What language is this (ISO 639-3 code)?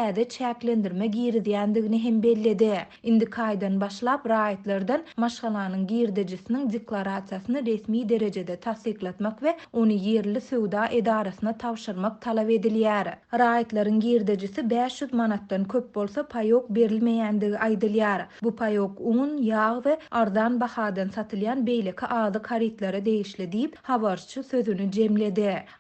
tuk